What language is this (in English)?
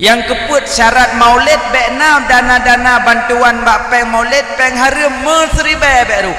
Achinese